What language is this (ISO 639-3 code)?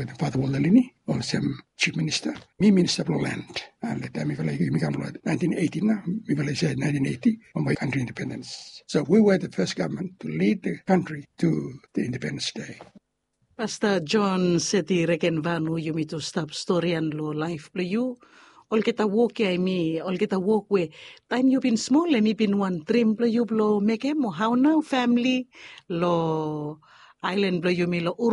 bis